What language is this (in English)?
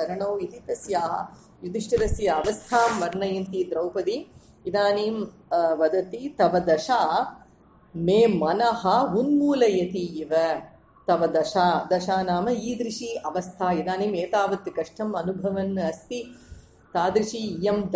Sanskrit